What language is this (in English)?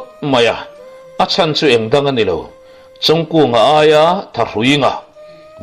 Mizo